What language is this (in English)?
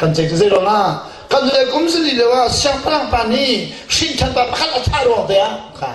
Hakha Chin